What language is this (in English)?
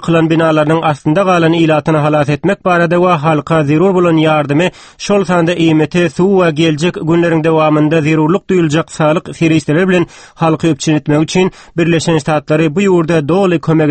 Turkmen